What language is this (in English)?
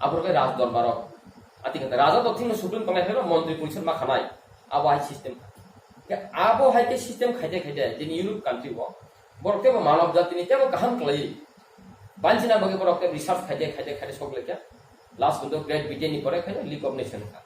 Kok Borok